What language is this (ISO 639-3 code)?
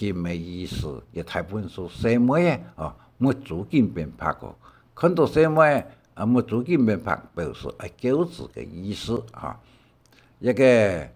hak